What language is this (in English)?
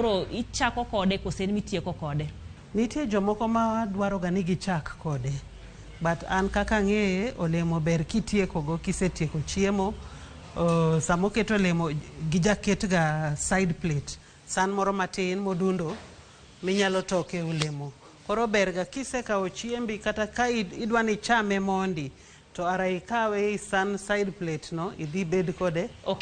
Luo (Kenya and Tanzania)